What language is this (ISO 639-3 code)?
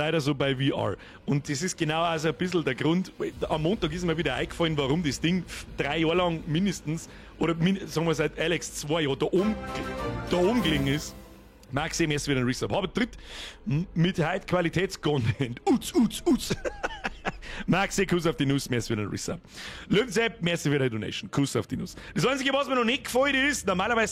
bar